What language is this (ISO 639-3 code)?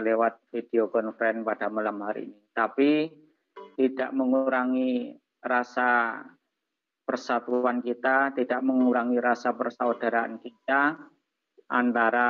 ind